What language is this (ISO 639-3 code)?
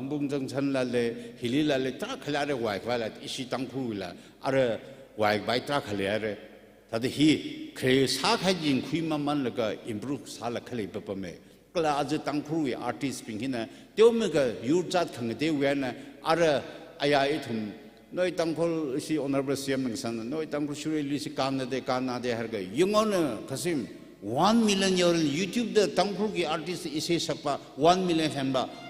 nmf